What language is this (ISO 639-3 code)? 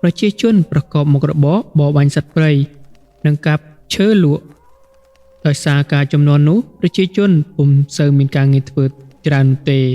khm